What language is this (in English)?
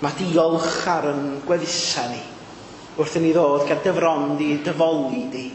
Welsh